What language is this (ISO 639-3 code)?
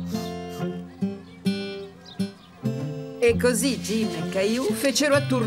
ita